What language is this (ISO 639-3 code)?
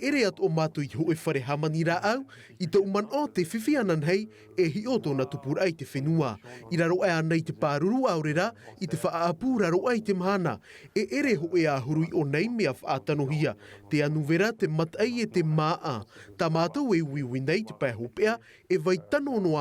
tah